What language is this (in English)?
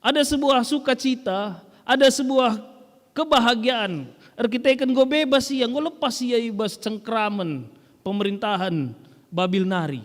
Batak Karo